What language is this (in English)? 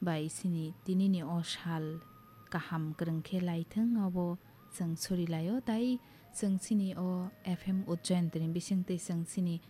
Kok Borok